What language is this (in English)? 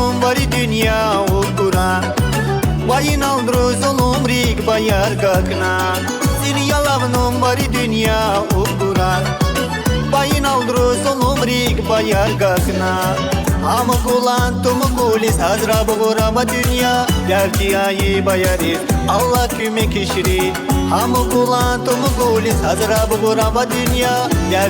Tabassaran